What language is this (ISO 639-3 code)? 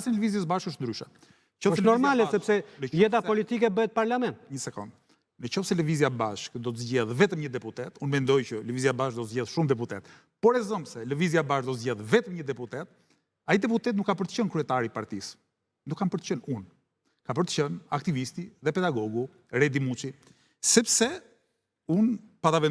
sqi